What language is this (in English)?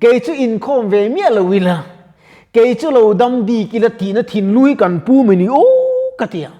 Mizo